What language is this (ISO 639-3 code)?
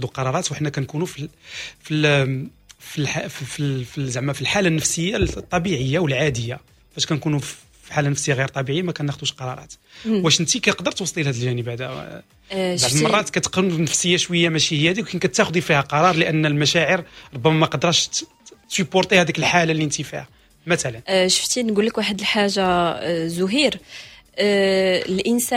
ary